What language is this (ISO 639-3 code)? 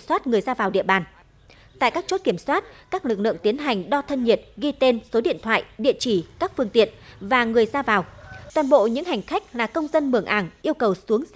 vie